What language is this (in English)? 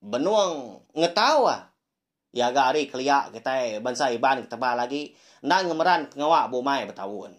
Iban